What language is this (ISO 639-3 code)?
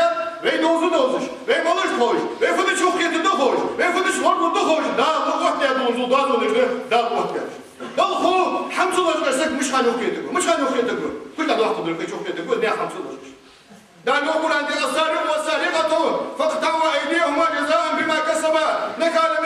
inh